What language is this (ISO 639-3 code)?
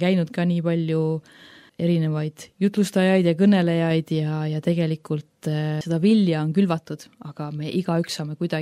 est